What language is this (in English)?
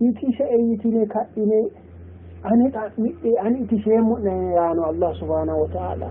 Sidamo